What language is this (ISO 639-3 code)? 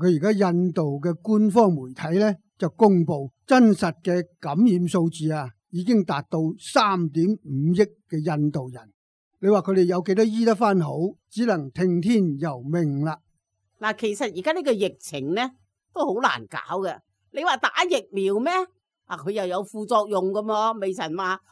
yue